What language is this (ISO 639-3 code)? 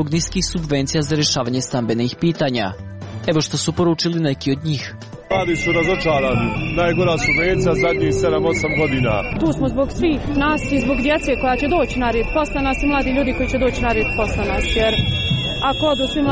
hrv